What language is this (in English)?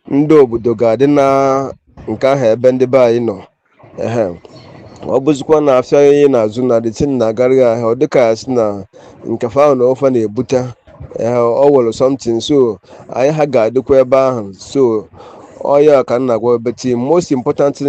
Igbo